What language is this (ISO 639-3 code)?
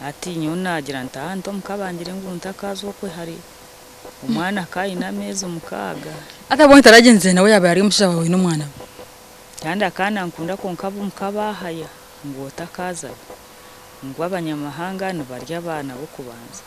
nyn